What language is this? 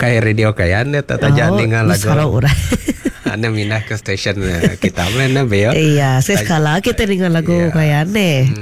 Iban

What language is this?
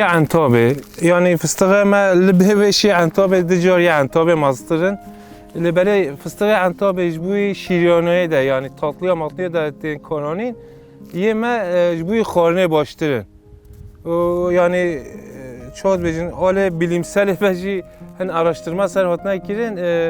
Kurdish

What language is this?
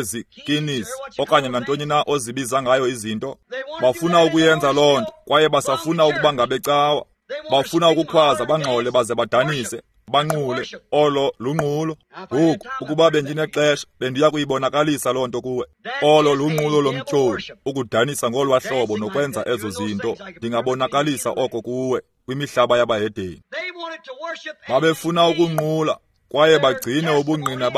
Xhosa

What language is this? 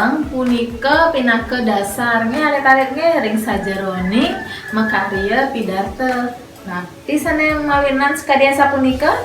Balinese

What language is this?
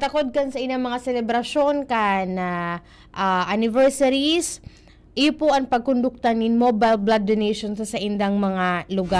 Bikol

